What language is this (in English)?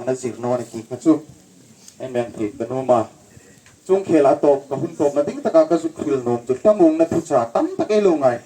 Hmar